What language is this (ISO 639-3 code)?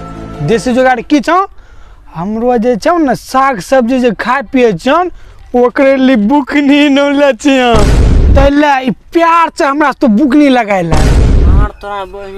mai